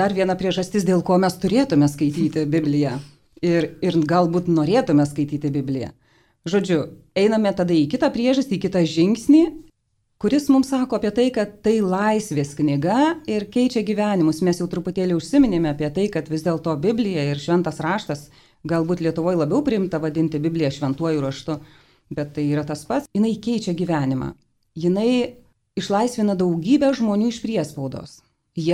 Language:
Lithuanian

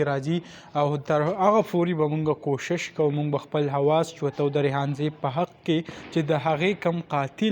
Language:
Pashto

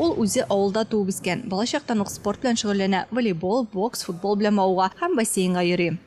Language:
Tatar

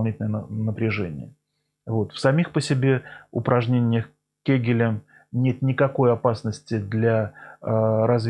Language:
Russian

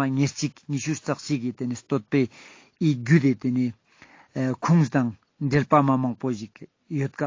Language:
Ladakhi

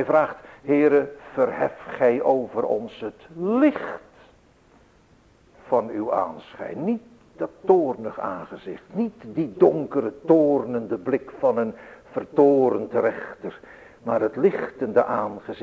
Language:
Dutch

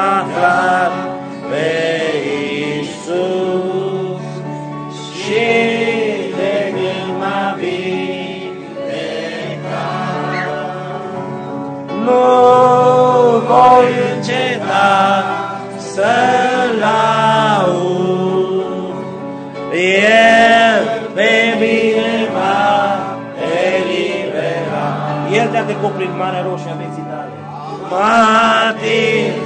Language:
Romanian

